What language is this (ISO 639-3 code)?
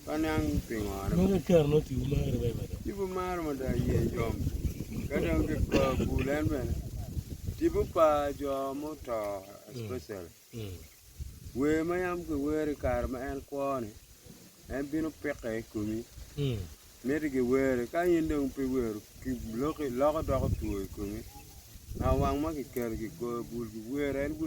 ach